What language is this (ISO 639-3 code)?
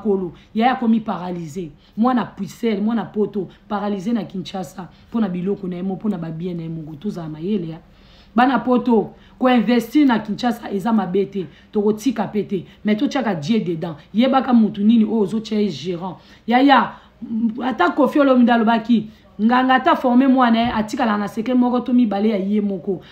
lin